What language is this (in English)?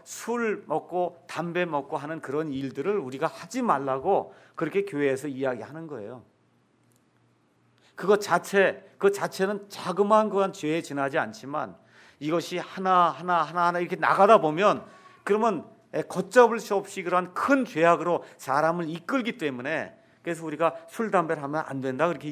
Korean